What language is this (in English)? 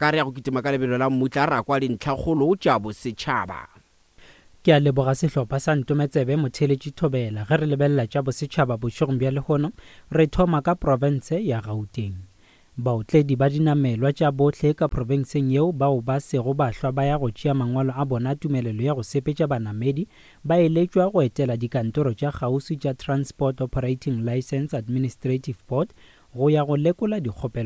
Northern Sotho